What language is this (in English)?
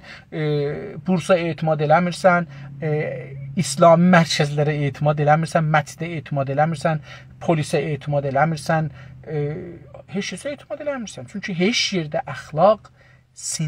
South Azerbaijani